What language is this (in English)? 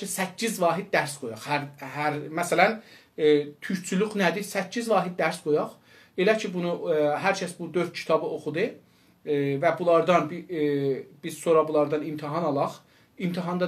South Azerbaijani